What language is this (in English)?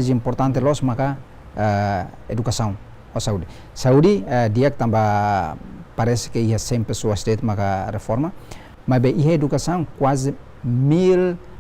Tetum